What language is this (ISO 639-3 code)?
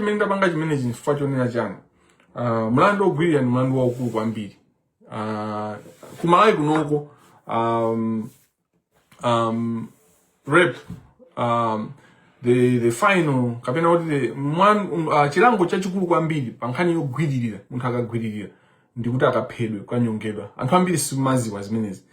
nya